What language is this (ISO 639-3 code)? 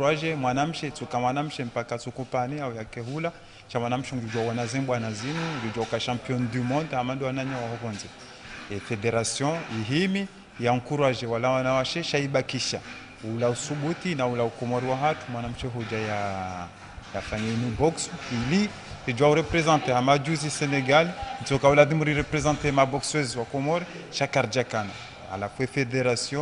zdj